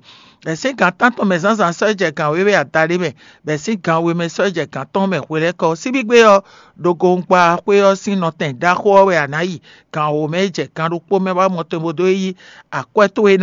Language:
Fon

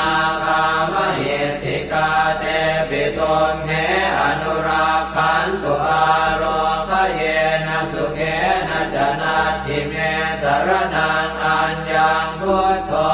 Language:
Pali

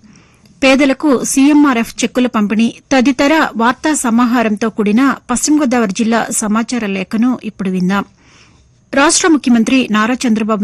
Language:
Telugu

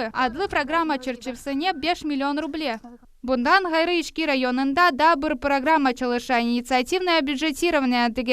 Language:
Crimean Tatar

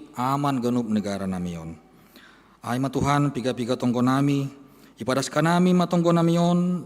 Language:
Batak Simalungun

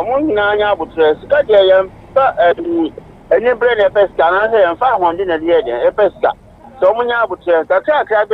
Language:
Akan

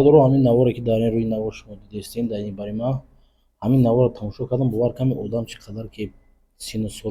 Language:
Tajik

